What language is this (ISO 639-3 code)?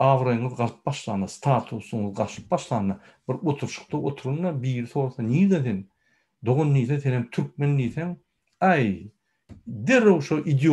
tuk